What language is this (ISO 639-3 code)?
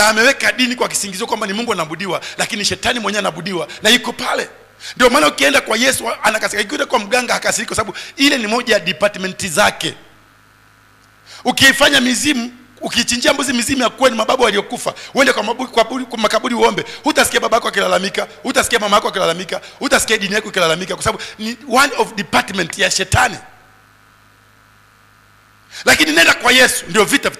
swa